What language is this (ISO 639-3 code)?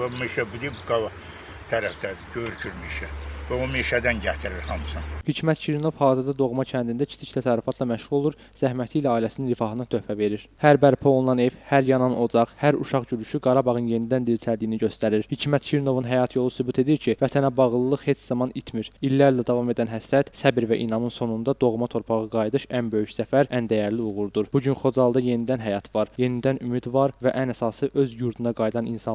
aze